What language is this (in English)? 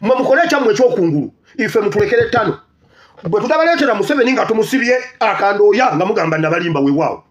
Ganda